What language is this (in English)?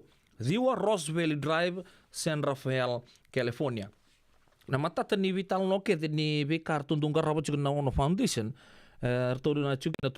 Fijian